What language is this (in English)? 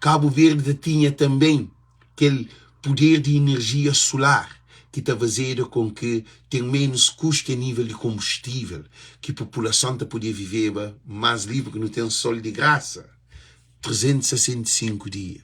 Kabuverdianu